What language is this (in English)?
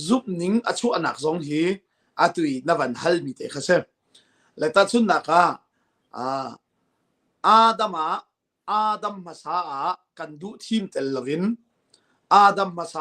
Hakha Chin